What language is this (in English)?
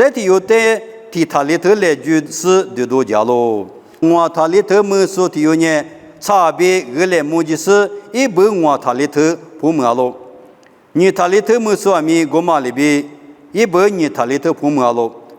Lisu